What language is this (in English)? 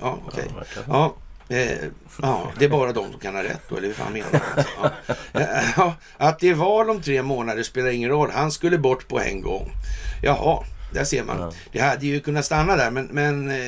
Swedish